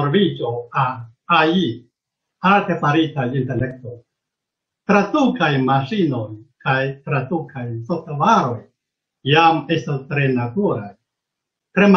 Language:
Esperanto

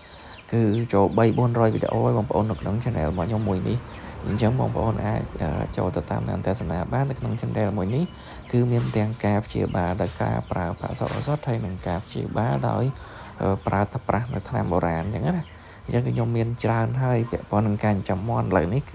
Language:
Khmer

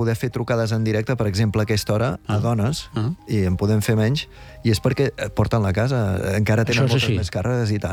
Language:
Catalan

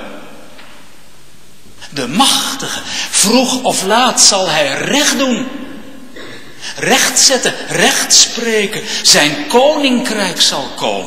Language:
Dutch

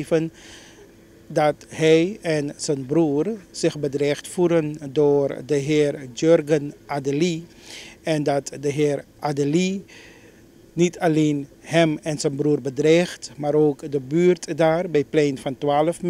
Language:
Dutch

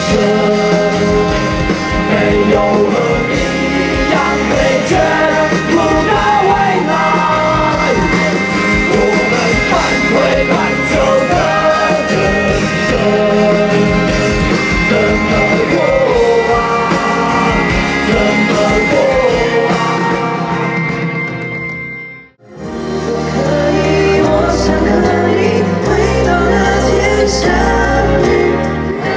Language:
Chinese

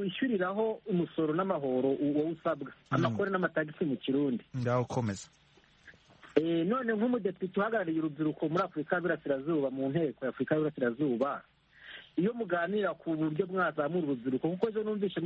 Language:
Kinyarwanda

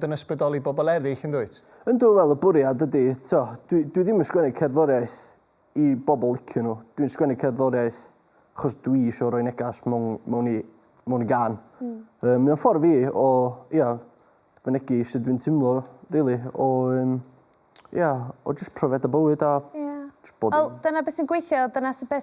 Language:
Welsh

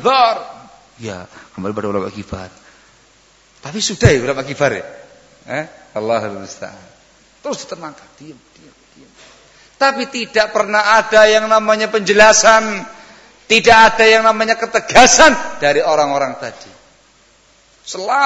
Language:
Indonesian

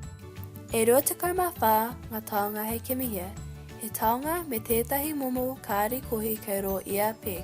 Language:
Māori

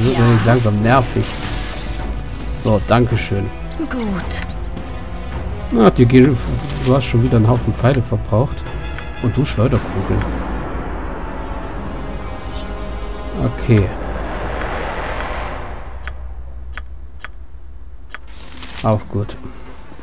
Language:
German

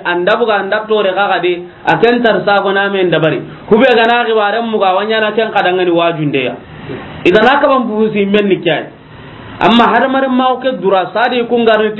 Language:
Soninke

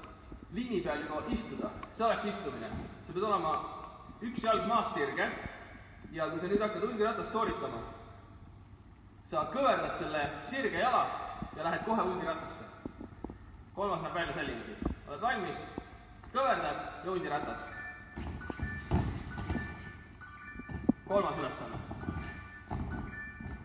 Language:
Estonian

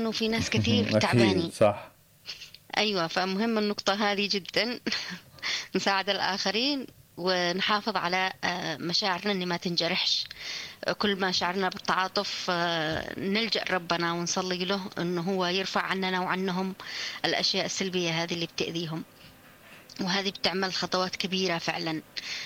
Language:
Egyptian Arabic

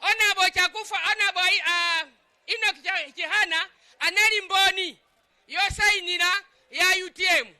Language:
Nyanja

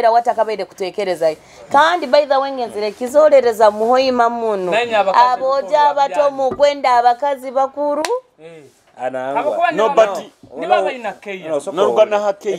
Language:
Nyoro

